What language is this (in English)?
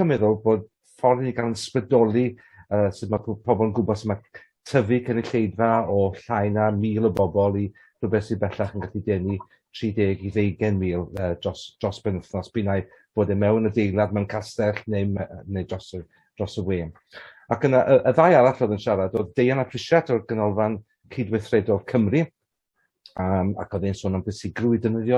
Welsh